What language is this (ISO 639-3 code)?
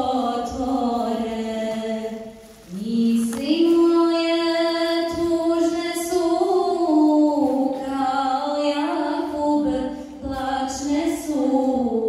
bos